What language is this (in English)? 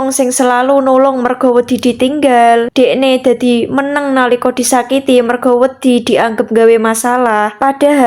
Javanese